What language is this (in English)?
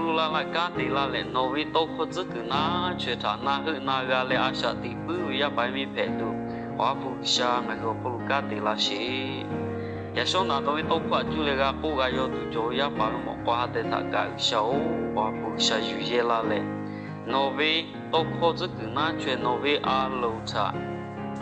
Lahu